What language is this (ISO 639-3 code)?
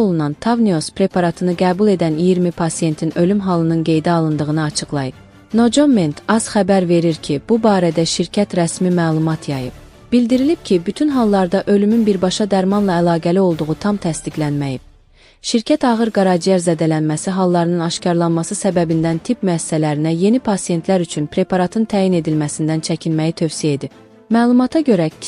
aze